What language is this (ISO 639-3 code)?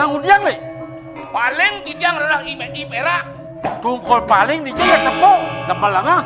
ban